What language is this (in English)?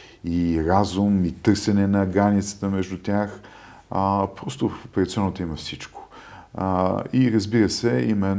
Bulgarian